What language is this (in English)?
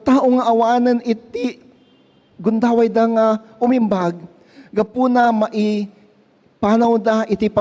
Iloko